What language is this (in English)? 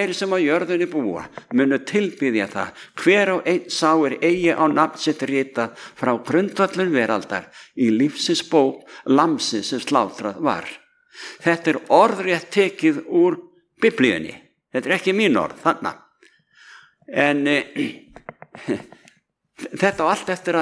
Icelandic